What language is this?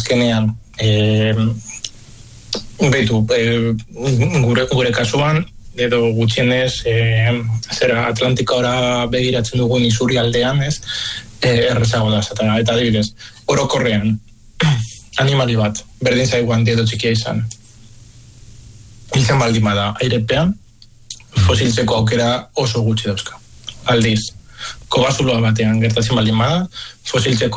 Basque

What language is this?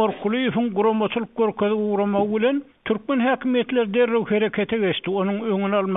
Turkmen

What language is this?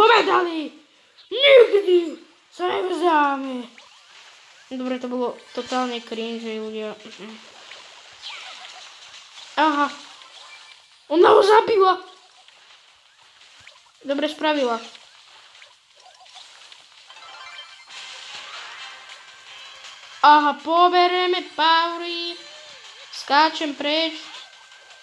Slovak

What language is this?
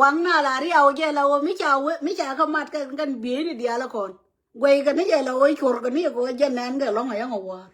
Nuer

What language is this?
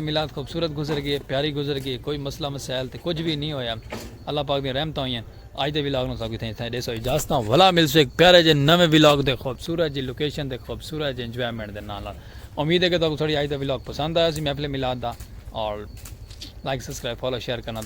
Saraiki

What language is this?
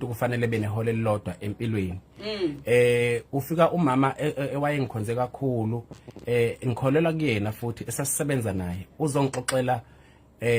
Zulu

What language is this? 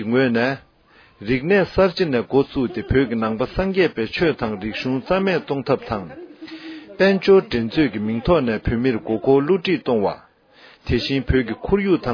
Tibetan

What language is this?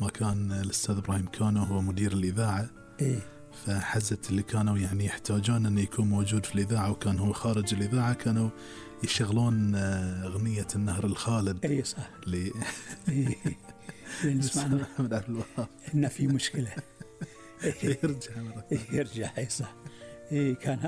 Gulf Arabic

